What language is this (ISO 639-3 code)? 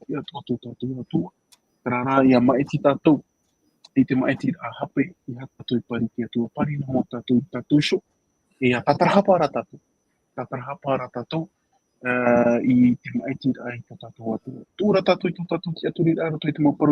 tah